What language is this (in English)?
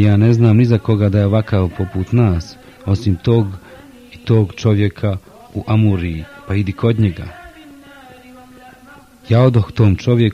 Bosnian